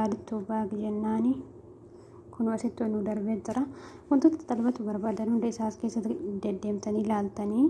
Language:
Oromo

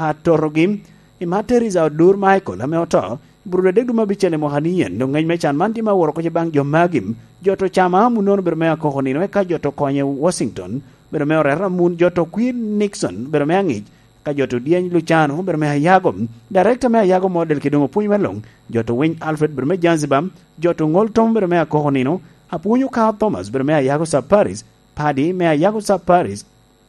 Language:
Lango (Uganda)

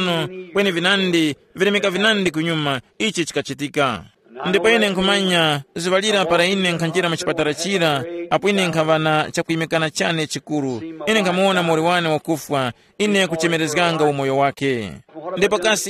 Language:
Tumbuka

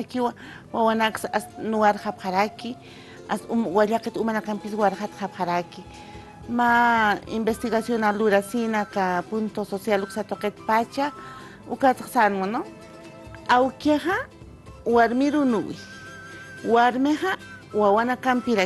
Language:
Aymara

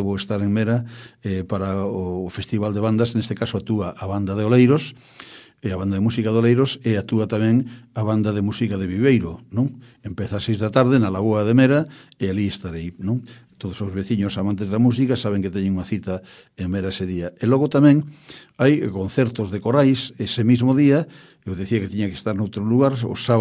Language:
Galician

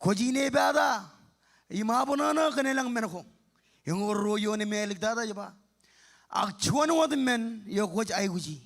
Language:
Marshallese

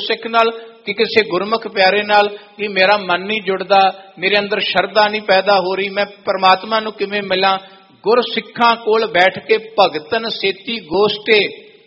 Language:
Punjabi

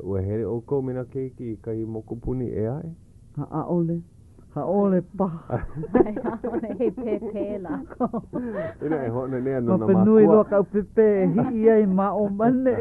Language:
Hawaiian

